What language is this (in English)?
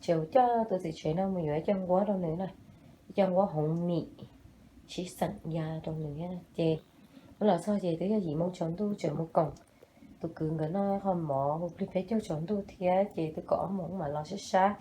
Hmong